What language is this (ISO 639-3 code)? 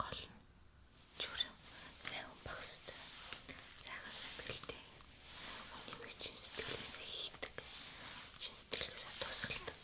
mon